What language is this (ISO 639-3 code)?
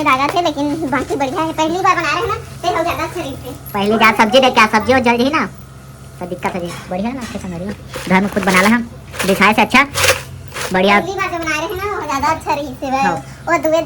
hne